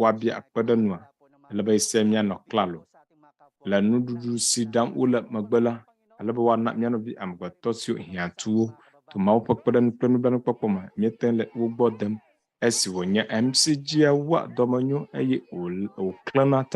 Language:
Ewe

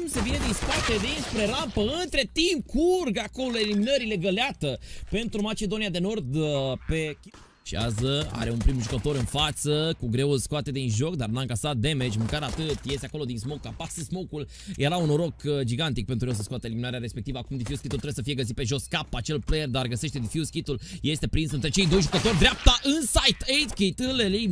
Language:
Romanian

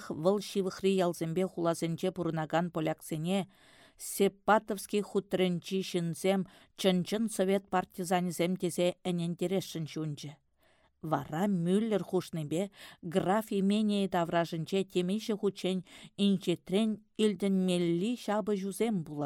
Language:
Chuvash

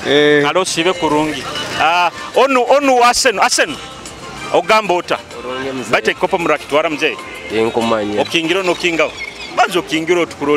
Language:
Nyoro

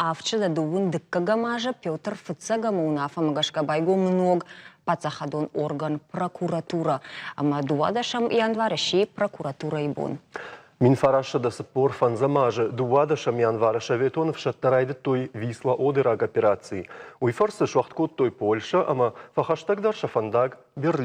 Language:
Ossetic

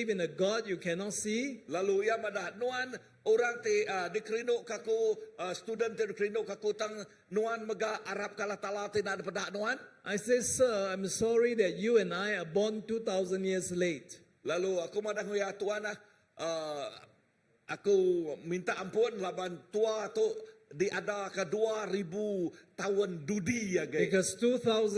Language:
Iban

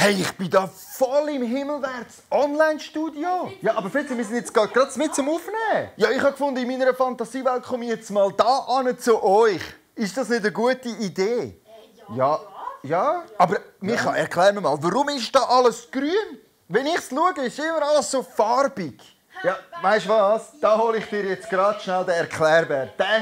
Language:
Swiss German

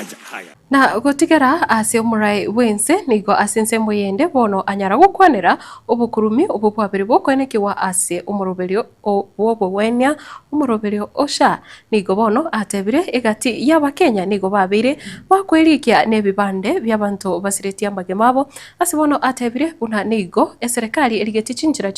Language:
Gusii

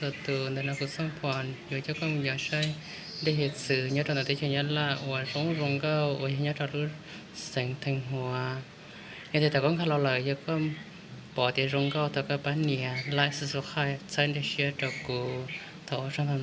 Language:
Hmong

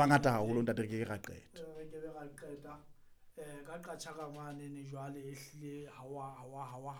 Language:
Southern Sotho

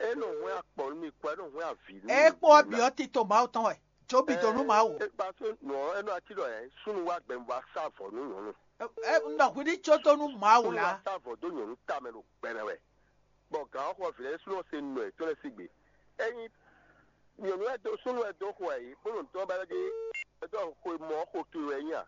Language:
Fon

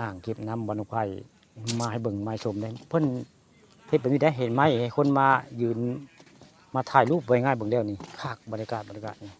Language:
Northeastern Thai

